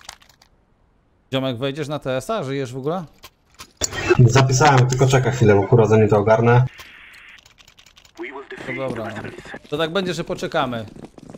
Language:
Polish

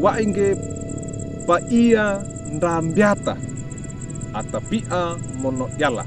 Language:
Wejewa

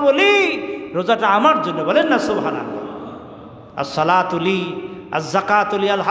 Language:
Bangla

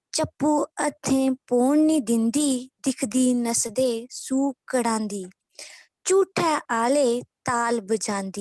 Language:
Dogri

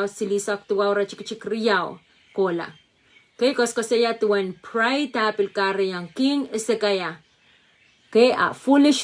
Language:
Pohnpeian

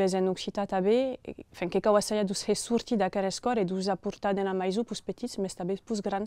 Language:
Occitan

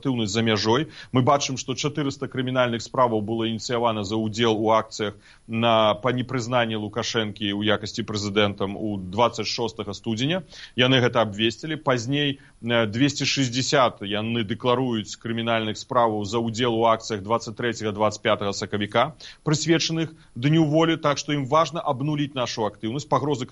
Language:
Belarusian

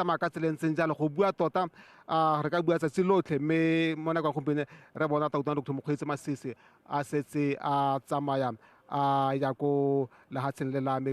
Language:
Tswana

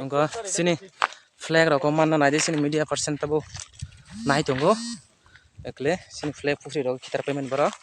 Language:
Kok Borok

